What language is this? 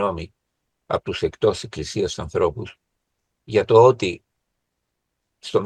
Greek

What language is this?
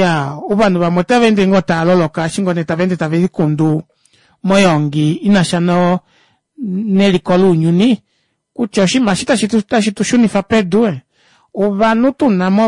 Kuanyama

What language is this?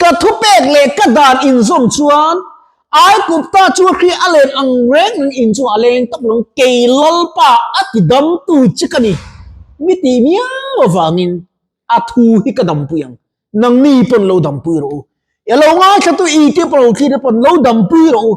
Mizo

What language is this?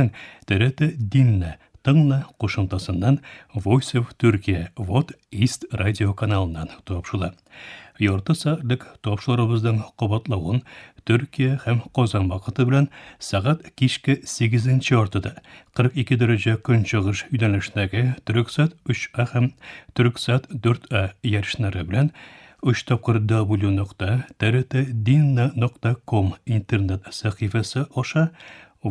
Tatar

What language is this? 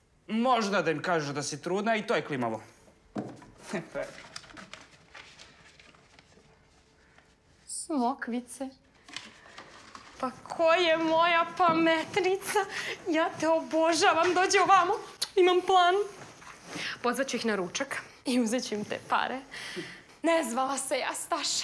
Serbian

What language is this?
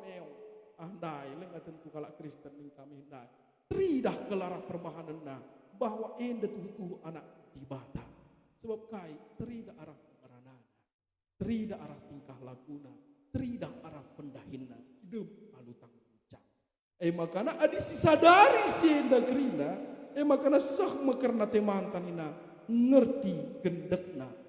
Batak Karo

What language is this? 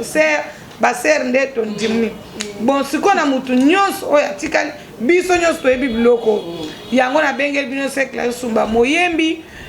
Lingala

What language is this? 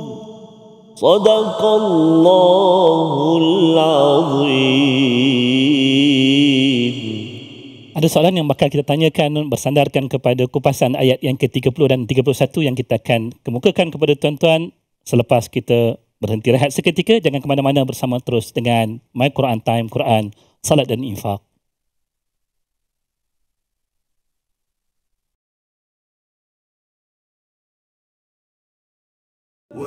Malay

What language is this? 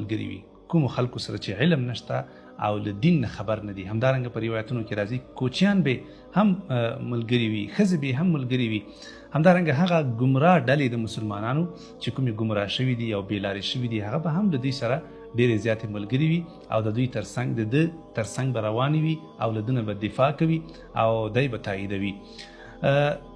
Pashto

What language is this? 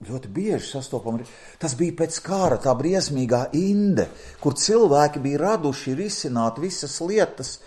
Latvian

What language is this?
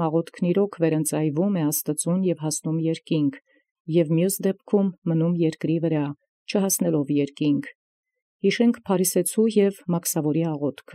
Armenian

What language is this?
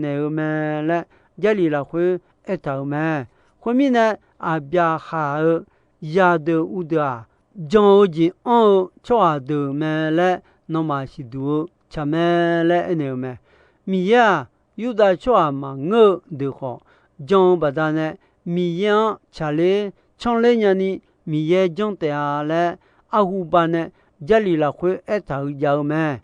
Akha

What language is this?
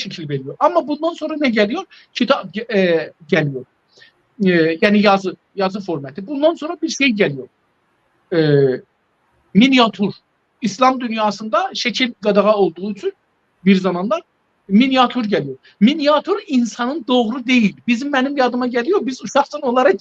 South Azerbaijani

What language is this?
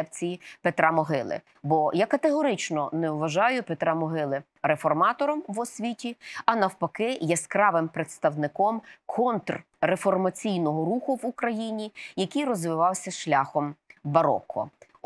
Ukrainian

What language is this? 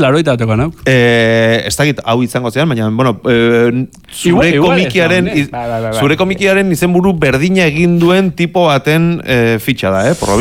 Basque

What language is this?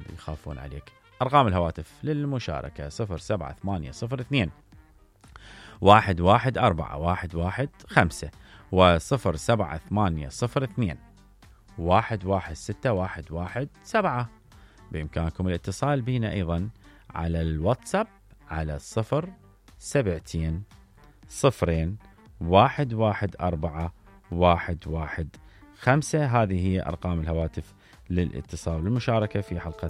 Mesopotamian Arabic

